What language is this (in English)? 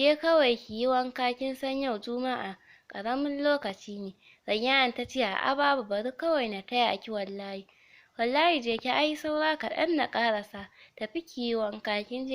Hausa